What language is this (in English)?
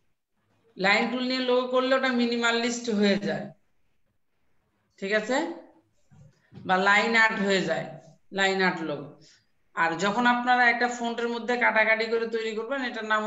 Bangla